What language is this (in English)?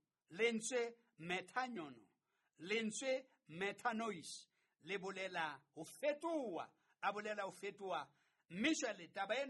Southern Sotho